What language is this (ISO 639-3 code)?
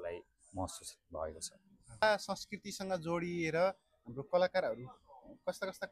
nep